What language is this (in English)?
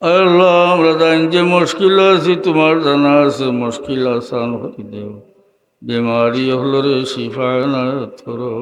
Sylheti